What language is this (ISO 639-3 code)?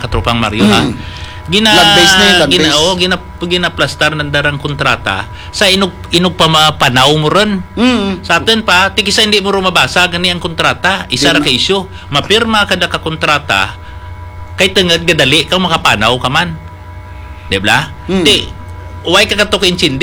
hil